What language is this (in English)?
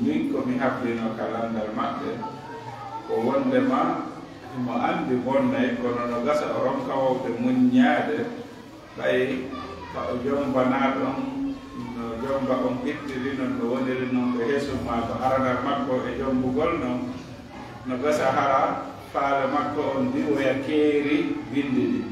Fula